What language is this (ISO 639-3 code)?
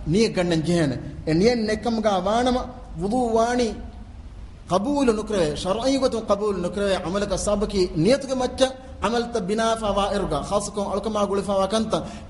div